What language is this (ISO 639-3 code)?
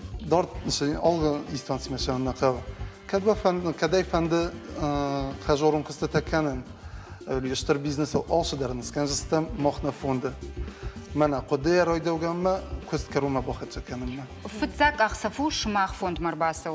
oss